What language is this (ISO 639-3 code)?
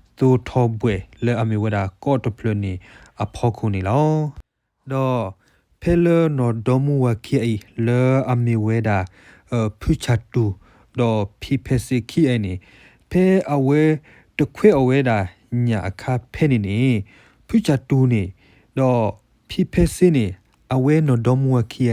ksw